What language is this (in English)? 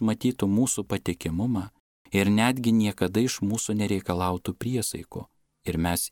Lithuanian